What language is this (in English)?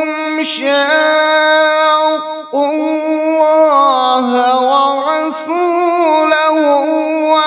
Kashmiri